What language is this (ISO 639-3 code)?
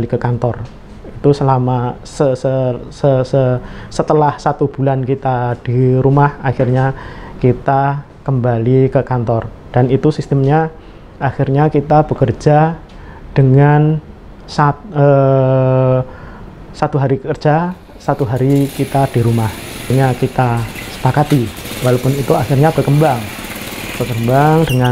ind